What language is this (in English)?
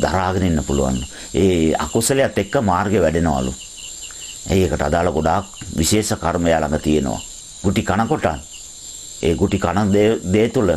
Sinhala